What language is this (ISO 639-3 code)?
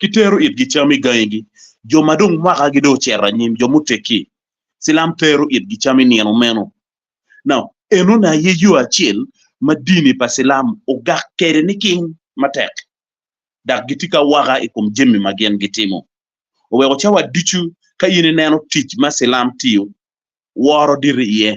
ach